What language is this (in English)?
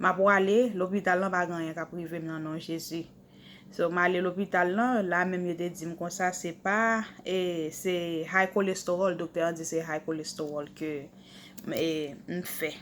Haitian Creole